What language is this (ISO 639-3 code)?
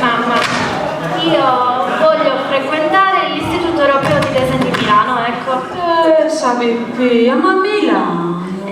srd